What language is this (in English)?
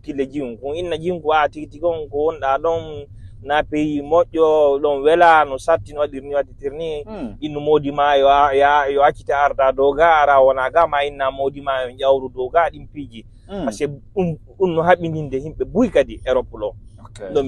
Fula